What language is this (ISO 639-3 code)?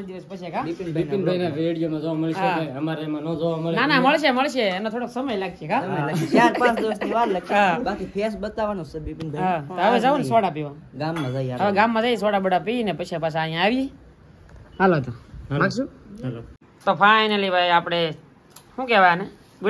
guj